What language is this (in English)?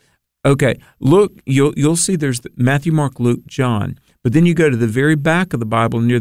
English